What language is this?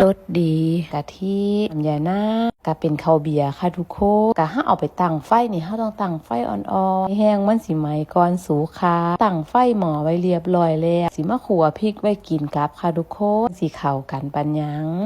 Northeastern Thai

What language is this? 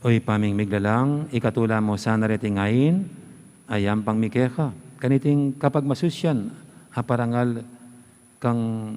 Pampanga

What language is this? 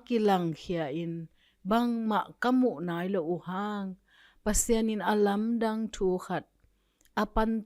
Tedim Chin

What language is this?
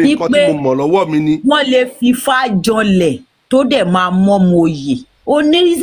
Yoruba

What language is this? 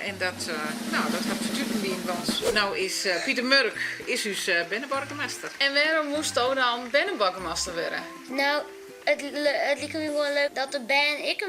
Western Frisian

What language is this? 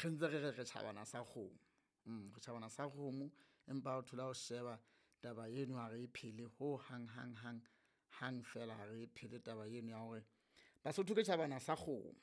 Southern Sotho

